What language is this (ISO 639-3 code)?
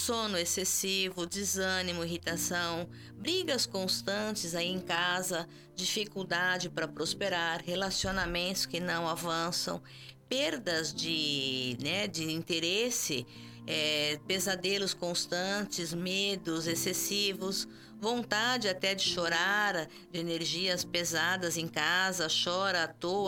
por